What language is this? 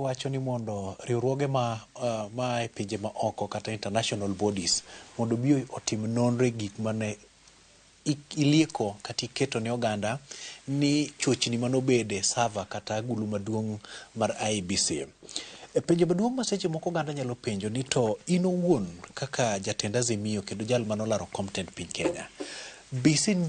Luo (Kenya and Tanzania)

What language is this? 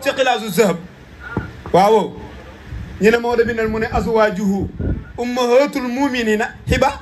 Wolof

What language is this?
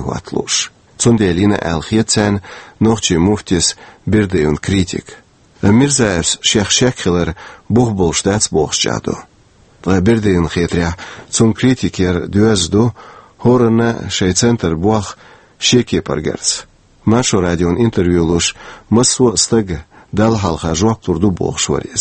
Chechen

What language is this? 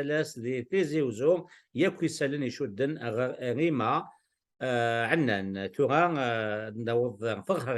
Kabyle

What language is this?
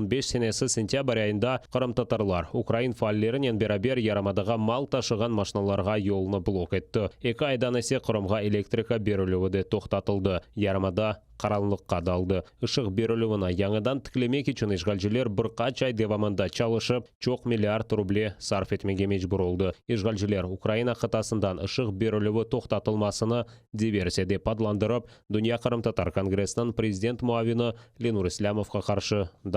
Crimean Tatar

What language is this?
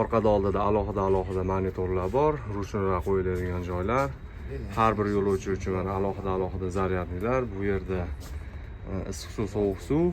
Uzbek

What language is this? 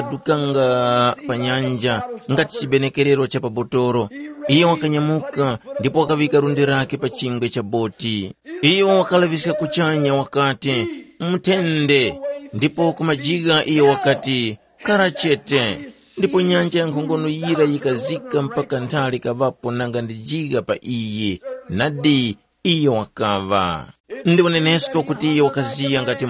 Tumbuka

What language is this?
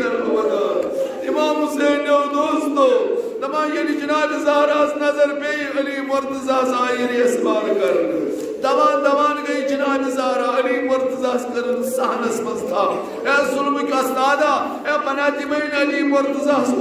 Kashmiri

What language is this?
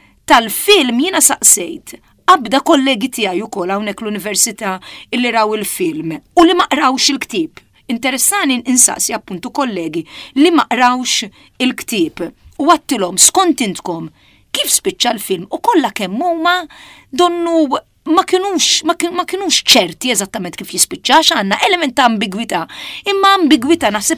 Maltese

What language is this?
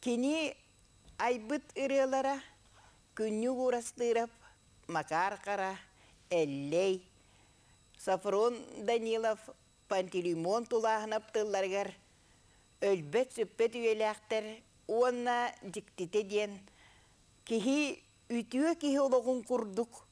Yakut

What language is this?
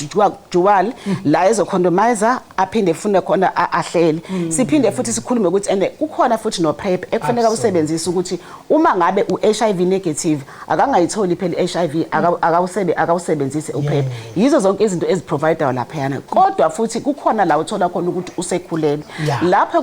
Zulu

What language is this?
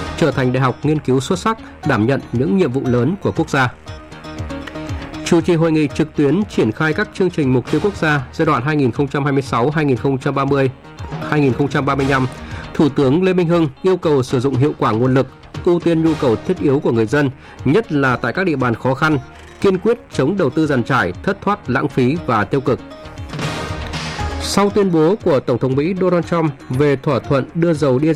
Vietnamese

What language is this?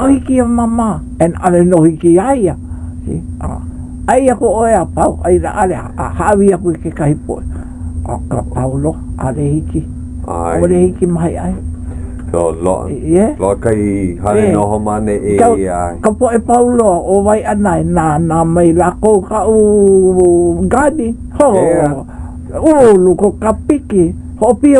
Hawaiian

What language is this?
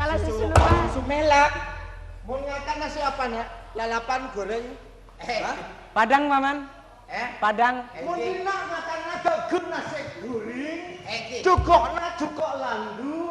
Madurese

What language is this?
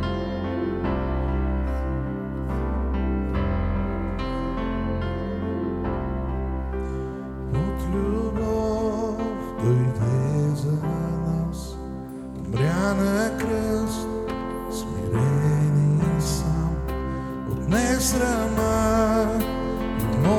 Bulgarian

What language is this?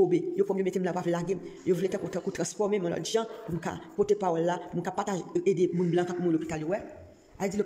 Haitian Creole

